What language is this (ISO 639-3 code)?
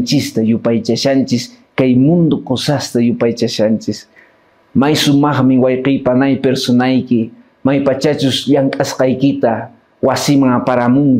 que